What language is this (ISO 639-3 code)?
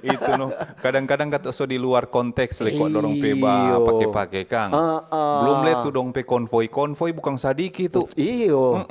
xmm